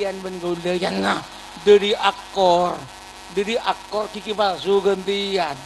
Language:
Madurese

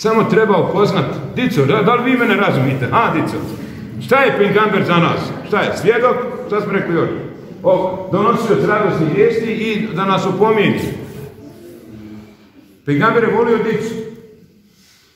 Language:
Bosnian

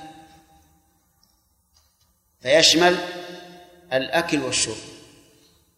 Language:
Arabic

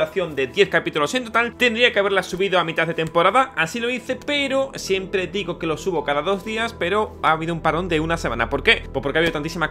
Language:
Spanish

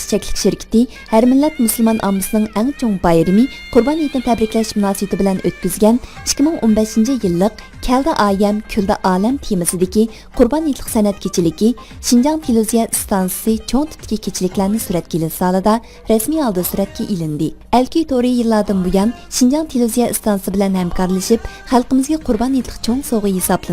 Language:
Uyghur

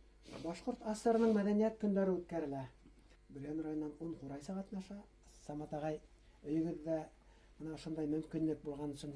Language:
Bashkir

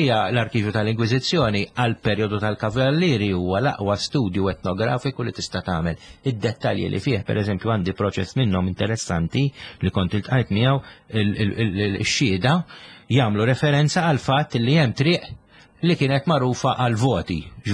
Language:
Maltese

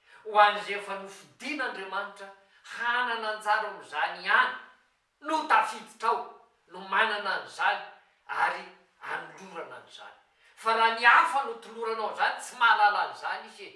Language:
Malagasy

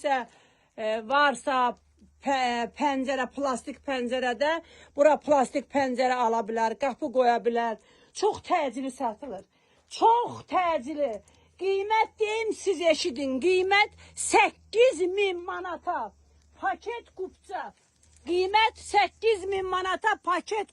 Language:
Azerbaijani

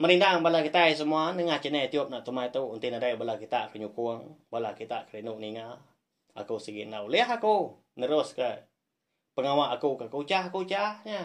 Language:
Iban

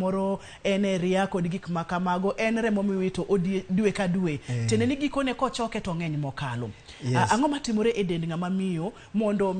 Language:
Luo (Kenya and Tanzania)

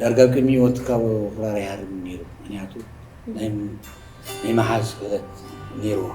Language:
Tigrinya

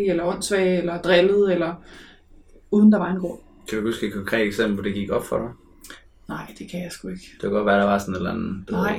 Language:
Danish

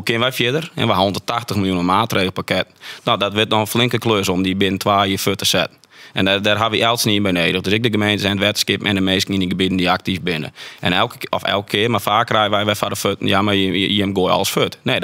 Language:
Western Frisian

